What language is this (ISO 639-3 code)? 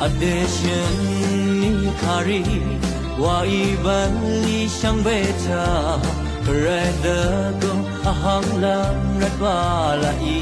raw